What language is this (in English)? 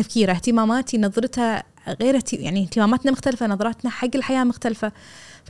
Gulf Arabic